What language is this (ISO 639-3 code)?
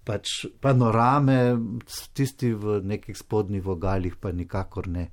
slv